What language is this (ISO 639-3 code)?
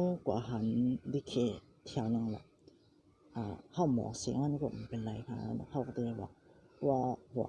shn